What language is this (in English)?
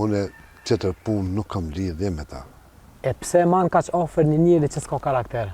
Albanian